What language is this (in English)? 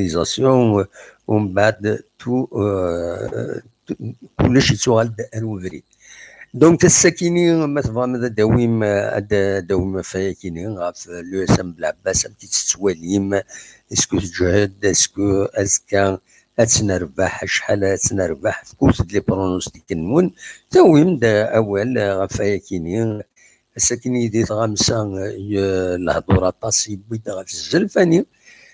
Kabyle